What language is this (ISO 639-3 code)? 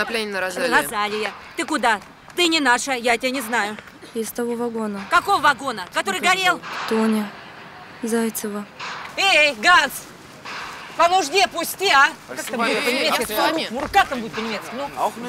rus